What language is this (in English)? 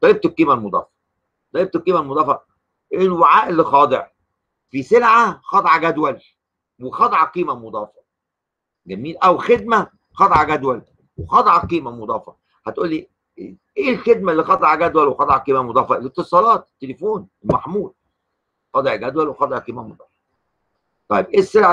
Egyptian Arabic